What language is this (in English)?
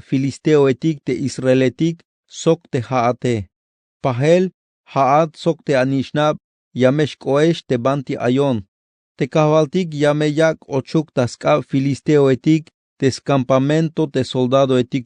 Tzeltal